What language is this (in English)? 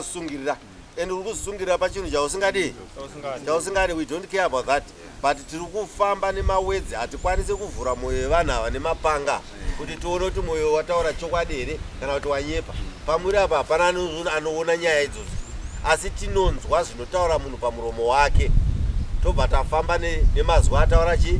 Shona